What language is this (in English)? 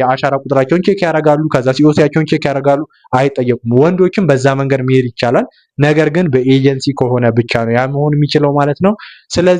Amharic